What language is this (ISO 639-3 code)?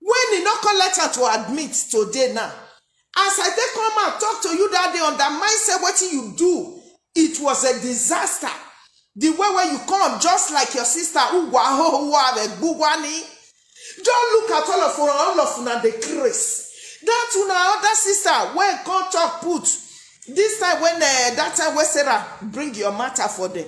pcm